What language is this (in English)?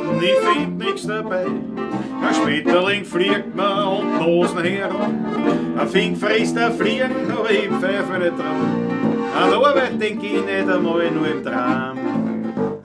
Bavarian